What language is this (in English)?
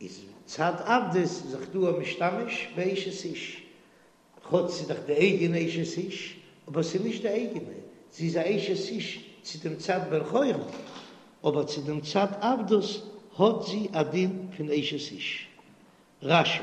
Yiddish